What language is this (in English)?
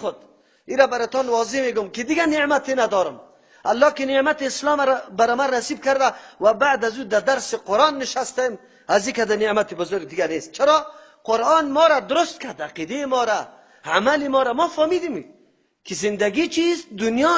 Persian